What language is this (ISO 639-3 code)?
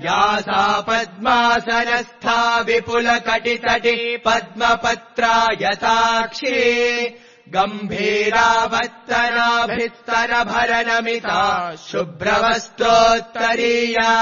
san